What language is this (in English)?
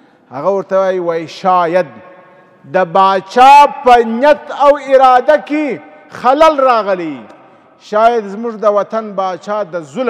Pashto